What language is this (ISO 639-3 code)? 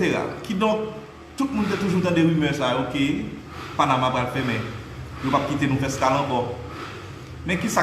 hat